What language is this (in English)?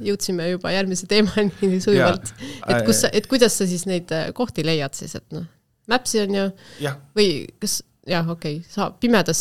Estonian